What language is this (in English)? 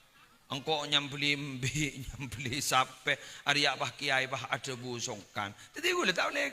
Madurese